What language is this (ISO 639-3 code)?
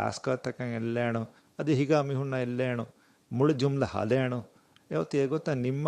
div